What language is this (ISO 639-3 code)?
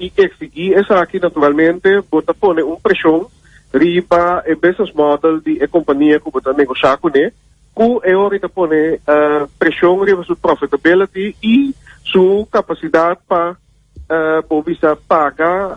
pap